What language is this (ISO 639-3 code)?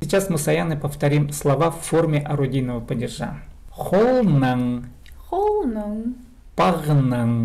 kjh